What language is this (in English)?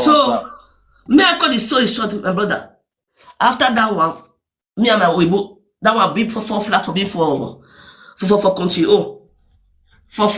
Nigerian Pidgin